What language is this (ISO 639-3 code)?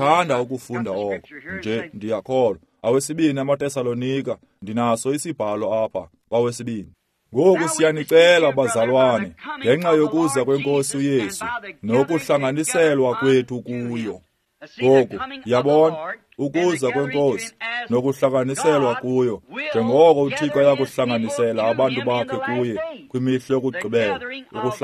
xho